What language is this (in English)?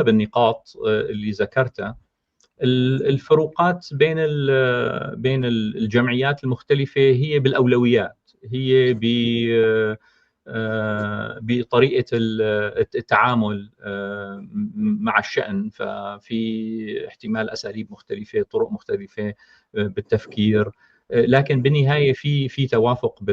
North Levantine Arabic